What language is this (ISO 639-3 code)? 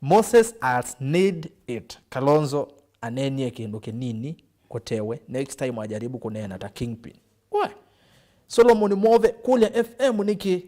kam